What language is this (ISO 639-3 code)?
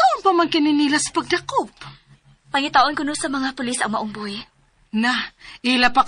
ceb